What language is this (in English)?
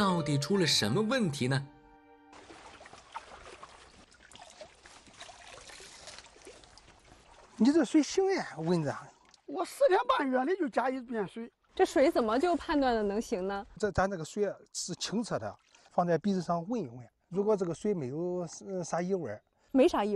Chinese